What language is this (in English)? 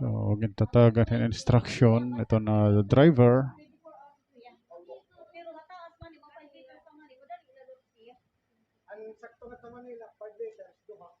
Waray